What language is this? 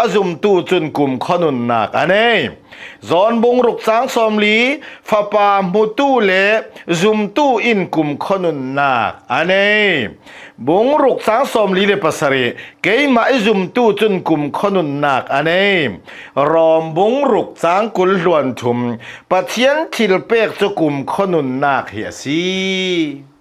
Hakha Chin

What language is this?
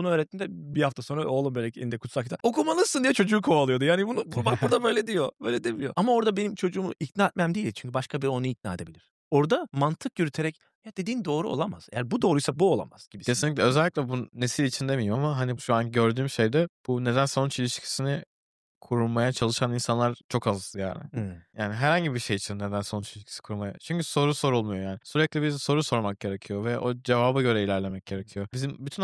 Turkish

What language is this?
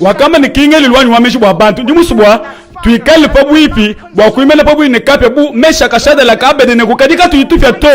Luba-Lulua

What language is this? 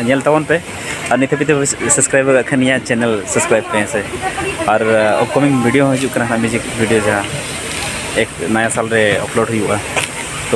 Santali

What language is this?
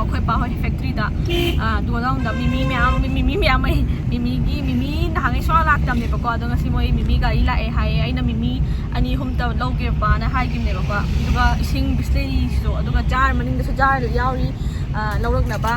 Manipuri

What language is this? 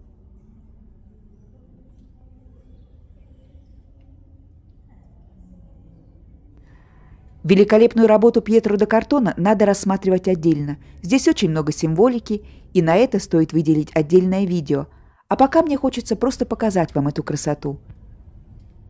Russian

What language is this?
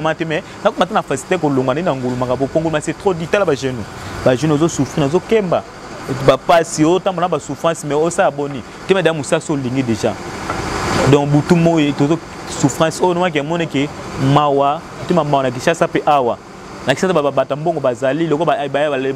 Lingala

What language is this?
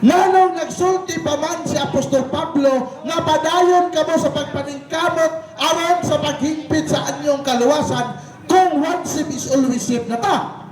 Cebuano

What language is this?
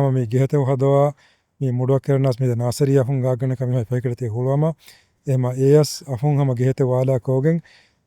Divehi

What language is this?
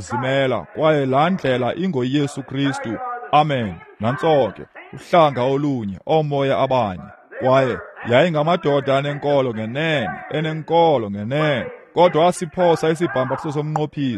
Xhosa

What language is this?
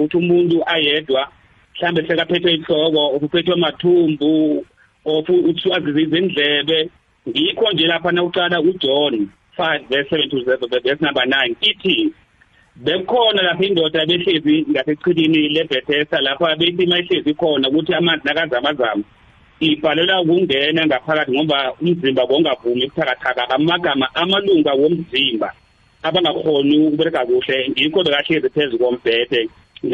South Ndebele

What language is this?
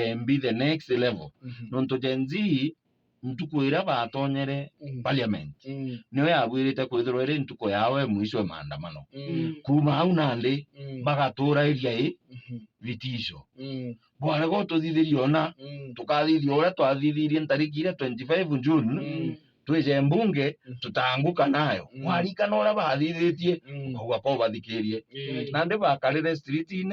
Meru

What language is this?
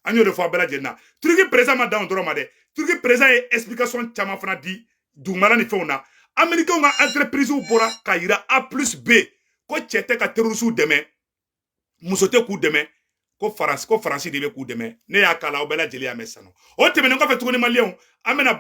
Bambara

